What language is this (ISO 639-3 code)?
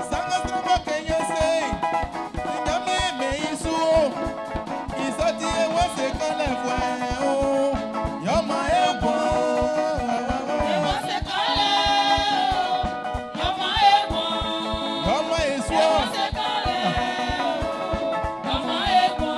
bci